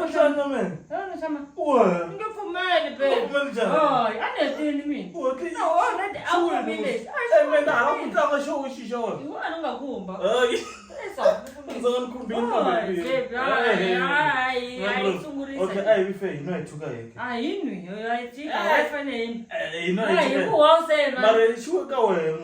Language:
Tsonga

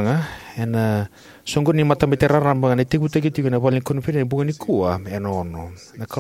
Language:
Fijian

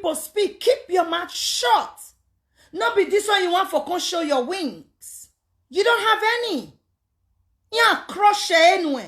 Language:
Nigerian Pidgin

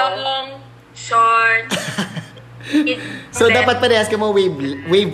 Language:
Filipino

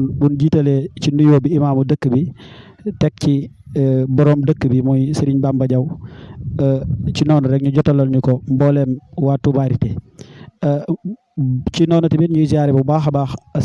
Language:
Wolof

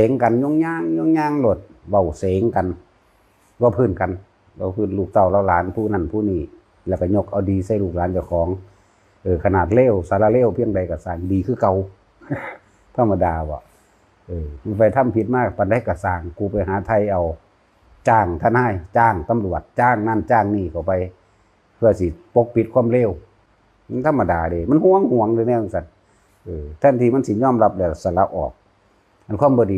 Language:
Lao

